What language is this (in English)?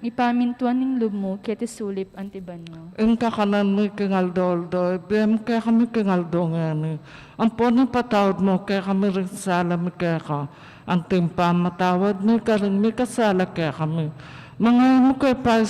Pampanga